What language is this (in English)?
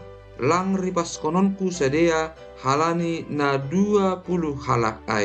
Batak Simalungun